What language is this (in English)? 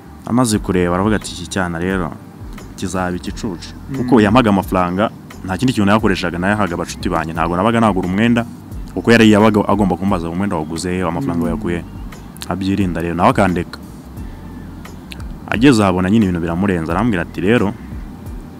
Kinyarwanda